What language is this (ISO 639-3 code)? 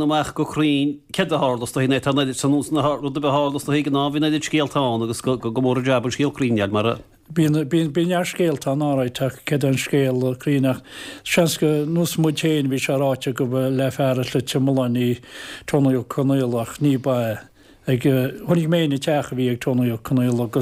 gle